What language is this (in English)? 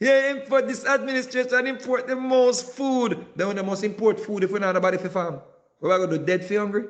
Jamaican Creole English